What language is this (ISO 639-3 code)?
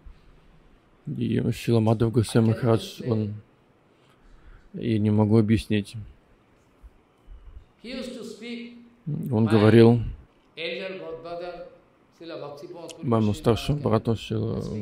rus